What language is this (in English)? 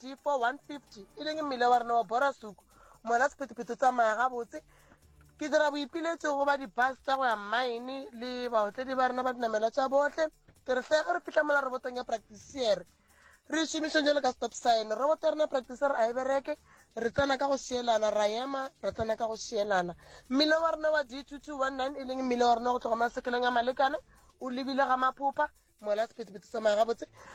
Northern Sotho